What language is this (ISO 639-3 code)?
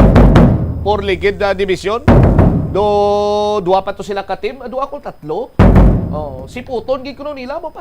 hil